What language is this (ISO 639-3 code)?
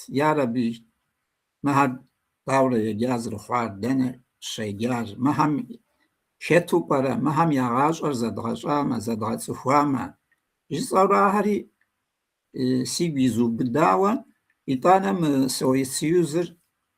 kbd